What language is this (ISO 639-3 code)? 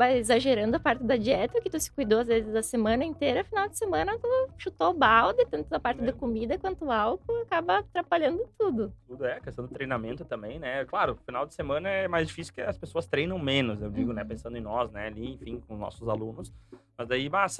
por